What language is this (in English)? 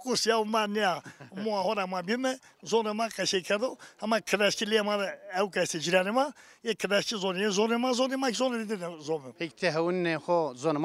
Zaza